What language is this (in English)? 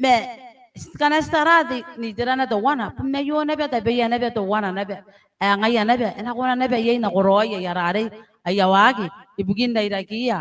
Gilbertese